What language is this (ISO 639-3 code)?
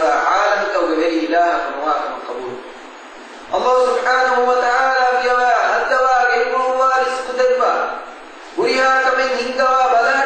div